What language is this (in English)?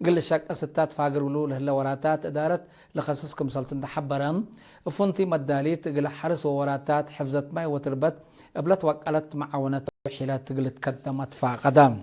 Tigre